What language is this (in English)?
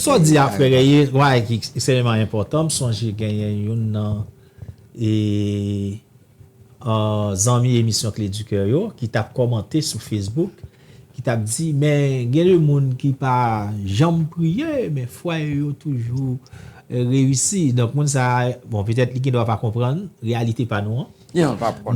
Haitian Creole